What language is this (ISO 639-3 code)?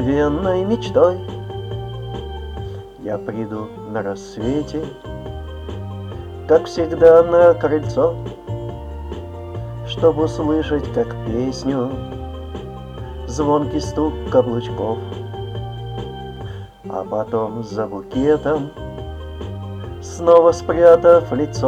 rus